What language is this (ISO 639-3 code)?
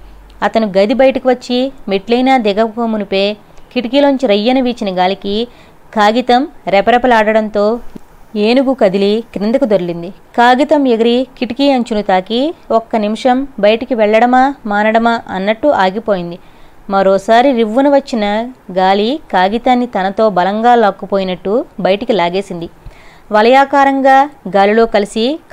tel